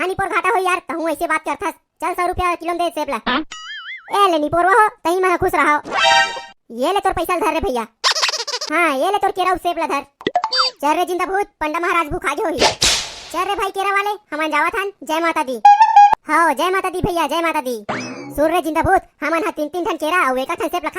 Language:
Chhattisgarhi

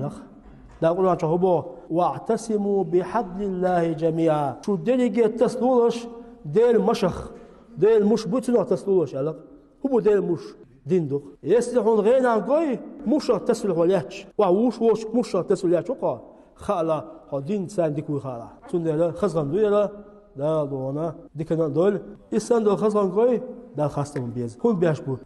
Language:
Chechen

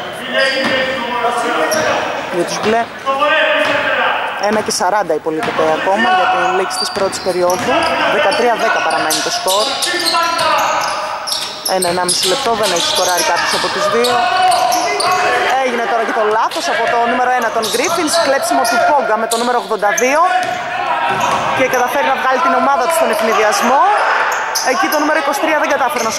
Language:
Greek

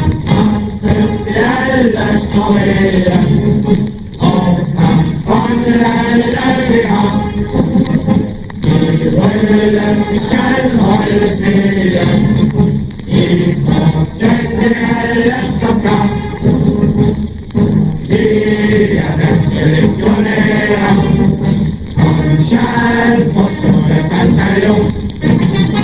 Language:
Danish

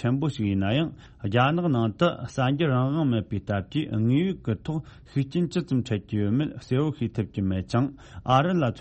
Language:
Tibetan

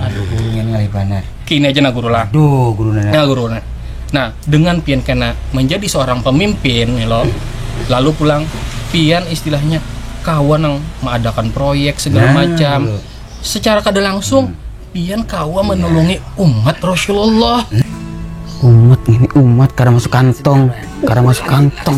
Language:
Banjar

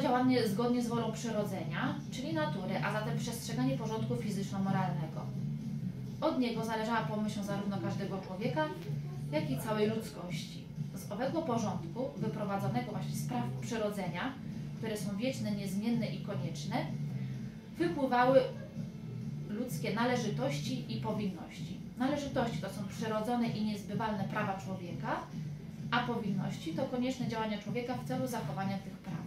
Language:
Polish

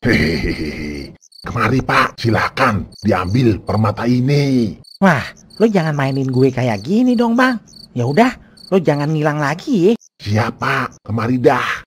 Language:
Betawi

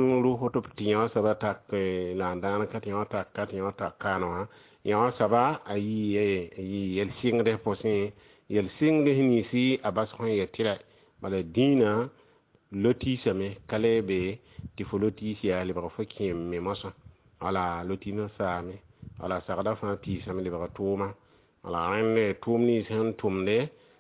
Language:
Mossi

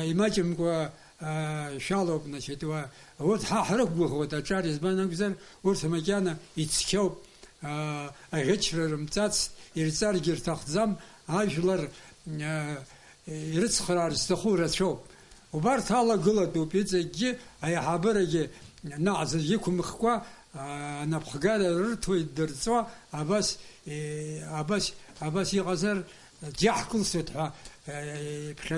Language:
Abkhazian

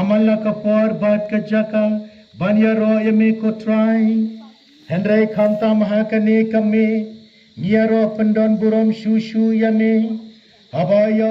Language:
Khasi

